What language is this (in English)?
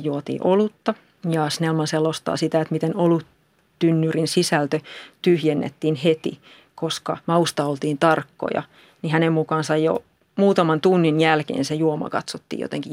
Finnish